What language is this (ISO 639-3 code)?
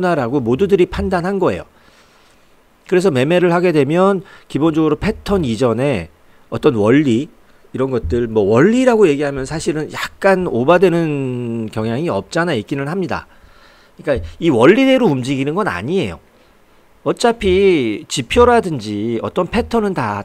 kor